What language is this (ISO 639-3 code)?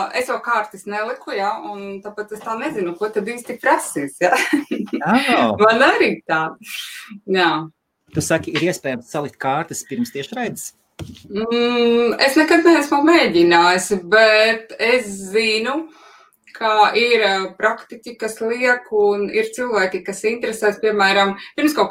lav